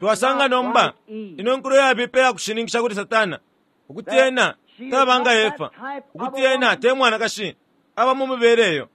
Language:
Bemba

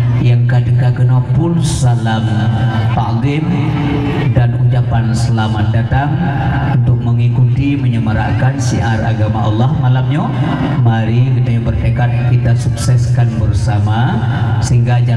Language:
Achinese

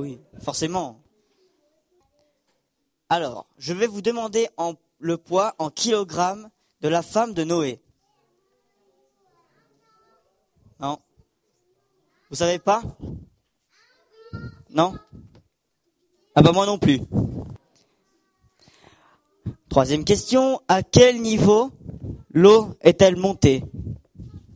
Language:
French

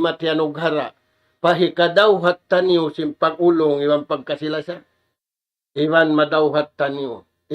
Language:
Tausug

